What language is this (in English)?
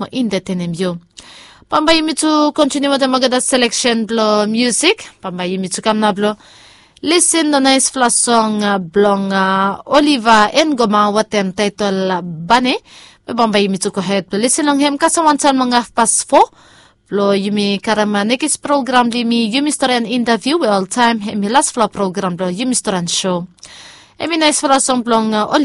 Bislama